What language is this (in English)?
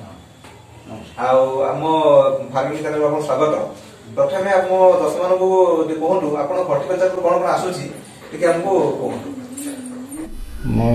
Odia